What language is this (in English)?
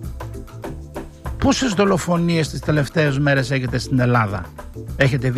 Greek